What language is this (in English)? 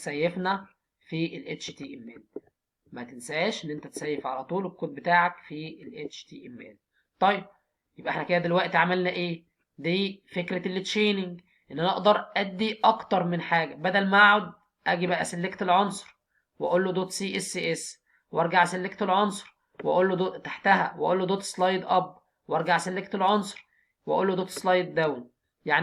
Egyptian Arabic